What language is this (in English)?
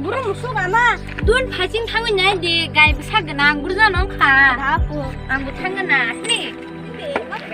Kok Borok